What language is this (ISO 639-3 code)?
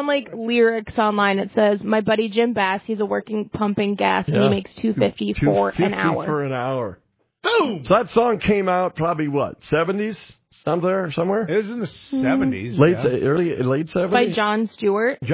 eng